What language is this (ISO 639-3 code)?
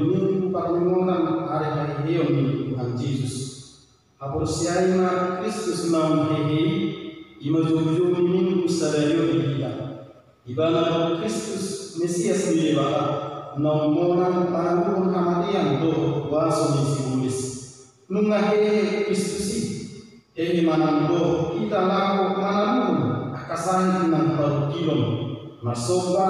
bbc